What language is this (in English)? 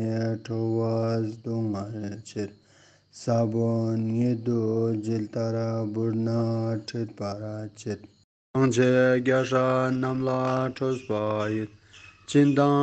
Ladakhi